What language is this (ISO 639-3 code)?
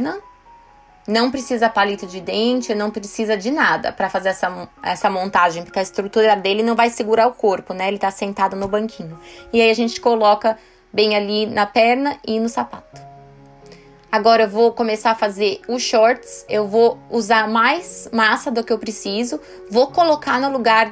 por